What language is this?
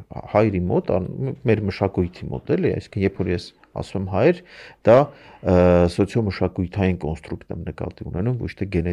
Armenian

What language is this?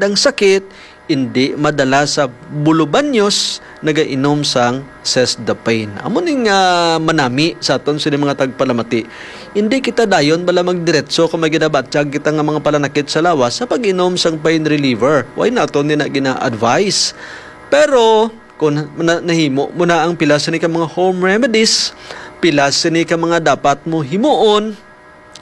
Hiligaynon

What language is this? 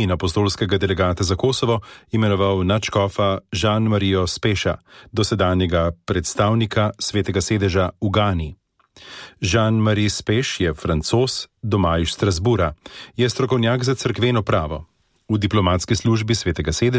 Slovenian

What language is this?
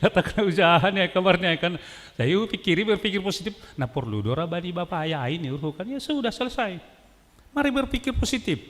Batak Simalungun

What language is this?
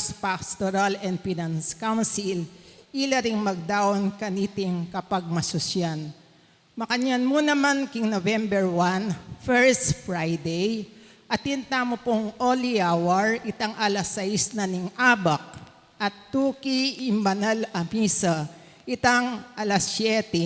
Pampanga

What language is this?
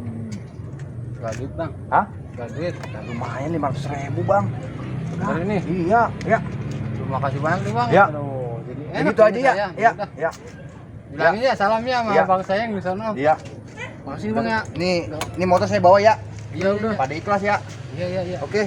Betawi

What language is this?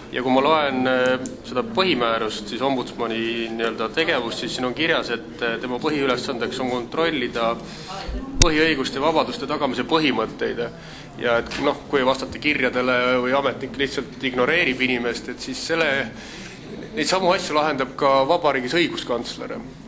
Estonian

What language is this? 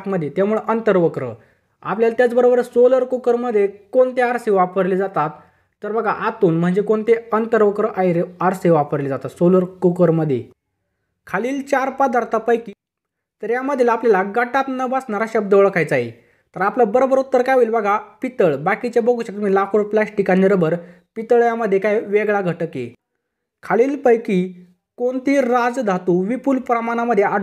Marathi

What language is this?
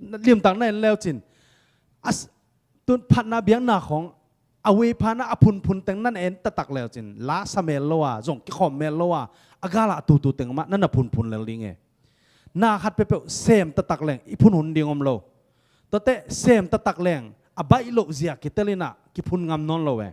Tedim Chin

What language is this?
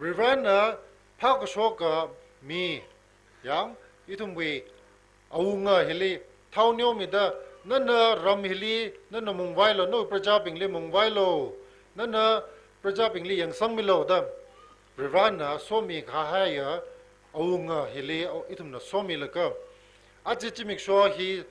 Tangkhul Naga (India)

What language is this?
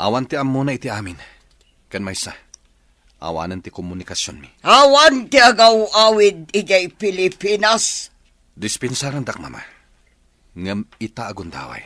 Iloko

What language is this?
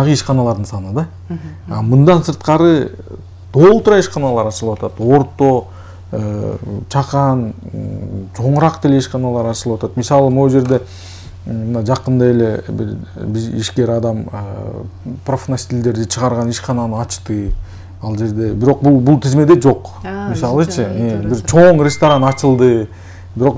Kyrgyz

